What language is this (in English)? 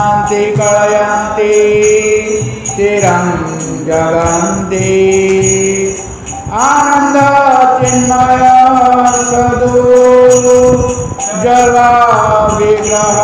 Odia